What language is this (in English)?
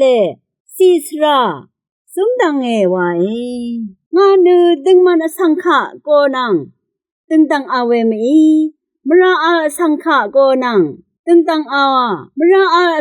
Rawang